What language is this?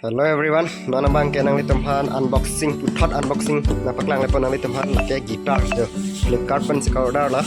Karbi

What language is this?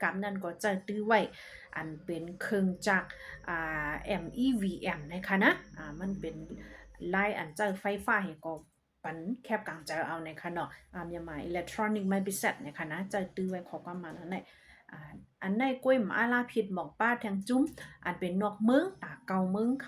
Shan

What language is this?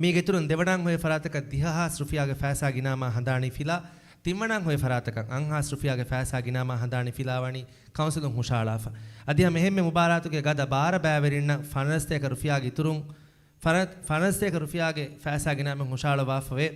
Divehi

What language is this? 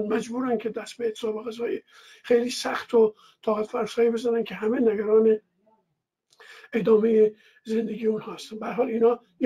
Persian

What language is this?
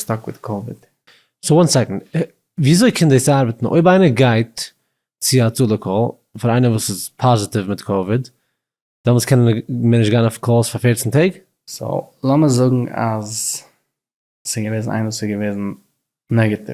Yiddish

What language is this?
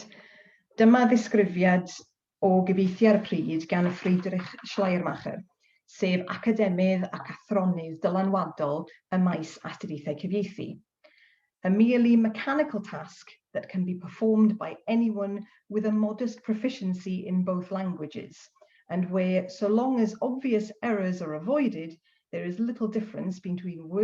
Welsh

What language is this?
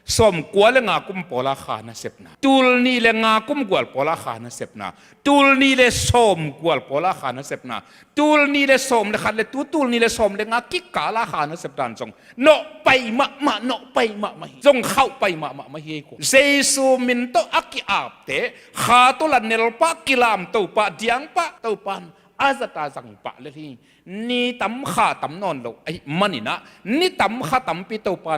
Tedim Chin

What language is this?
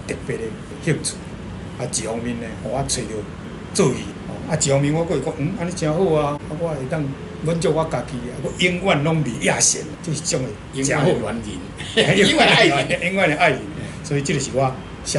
Min Nan Chinese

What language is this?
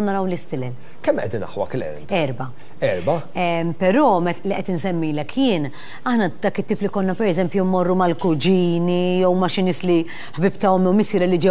Maltese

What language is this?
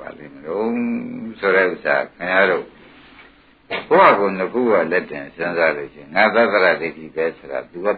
Burmese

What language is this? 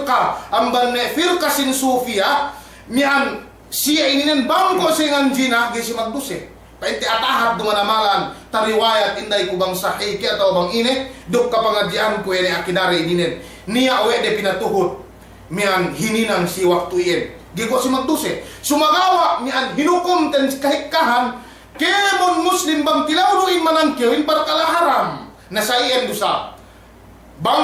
Yakan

